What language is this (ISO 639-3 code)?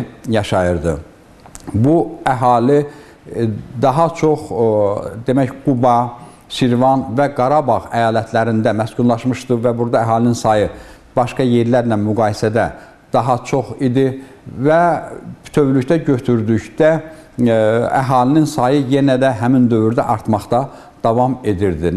aze